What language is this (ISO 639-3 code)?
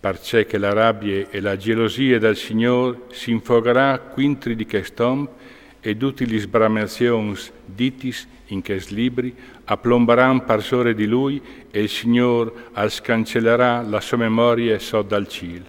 fur